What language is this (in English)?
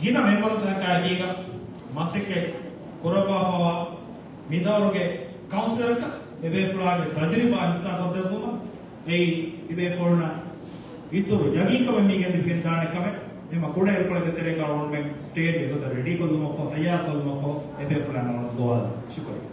Divehi